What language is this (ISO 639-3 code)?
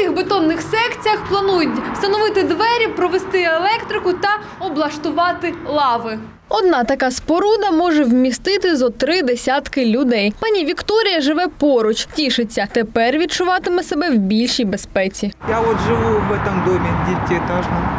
ukr